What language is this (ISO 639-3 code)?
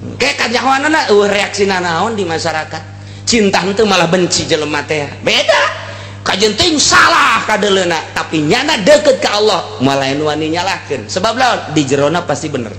sun